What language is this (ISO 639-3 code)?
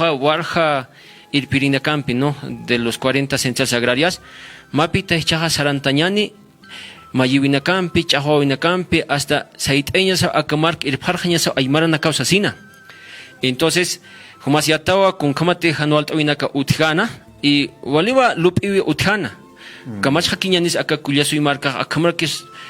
aym